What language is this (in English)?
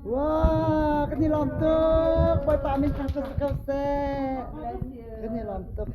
Hakha Chin